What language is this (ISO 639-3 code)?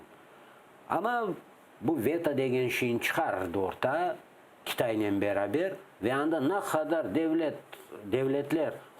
crh